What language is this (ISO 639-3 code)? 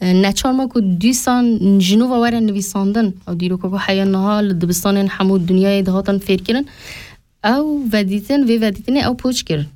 kur